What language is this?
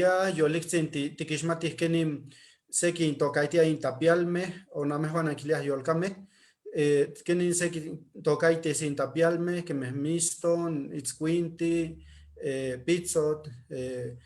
Eastern Huasteca Nahuatl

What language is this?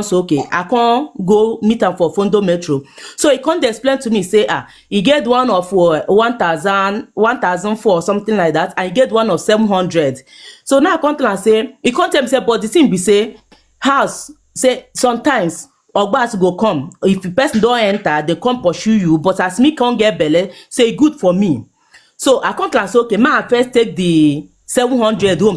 Nigerian Pidgin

